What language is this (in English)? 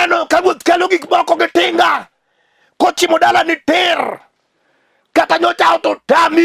Luo (Kenya and Tanzania)